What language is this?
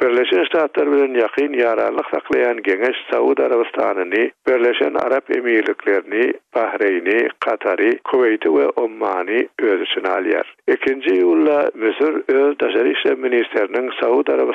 Turkmen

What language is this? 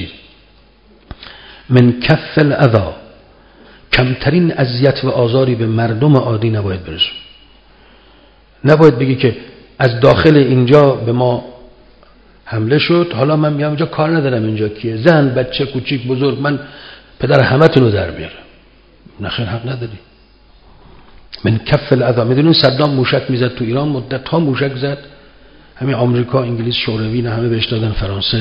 Persian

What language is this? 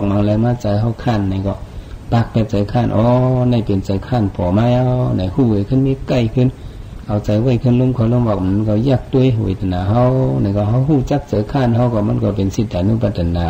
Shan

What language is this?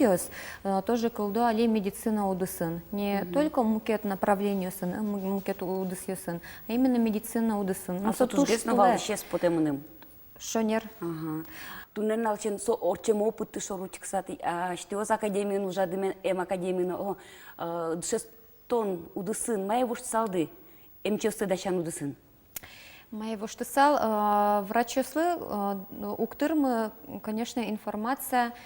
Udmurt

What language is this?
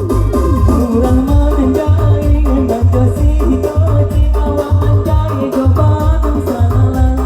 Minangkabau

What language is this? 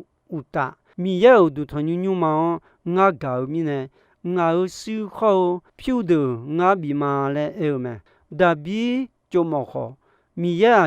Akha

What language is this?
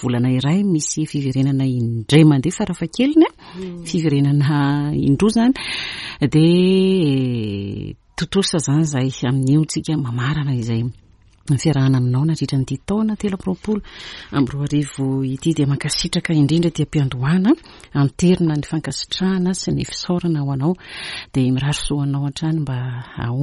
Malagasy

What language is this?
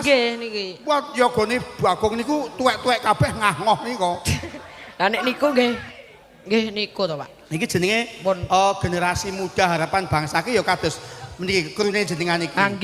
Javanese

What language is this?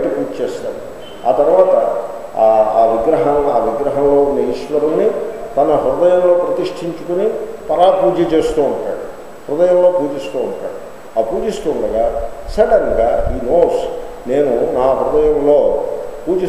Telugu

